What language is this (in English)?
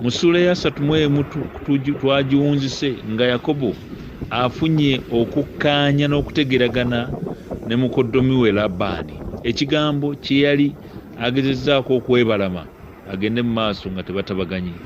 Ganda